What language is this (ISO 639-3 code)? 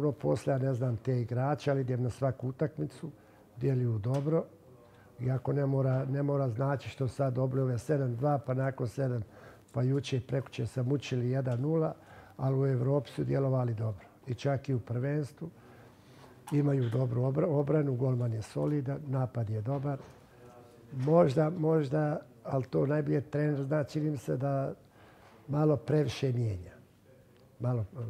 hrv